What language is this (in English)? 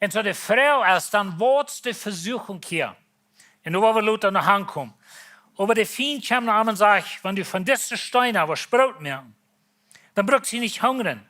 Plautdietsch